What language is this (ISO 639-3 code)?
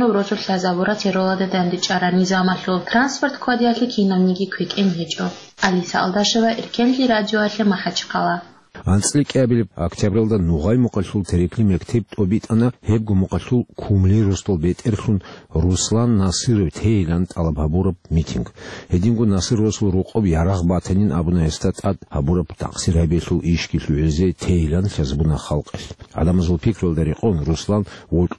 ava